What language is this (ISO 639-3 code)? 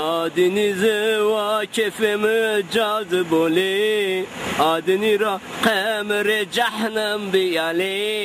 zza